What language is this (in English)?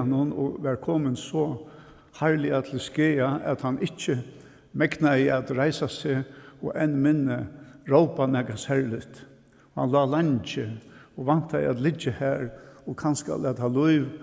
Faroese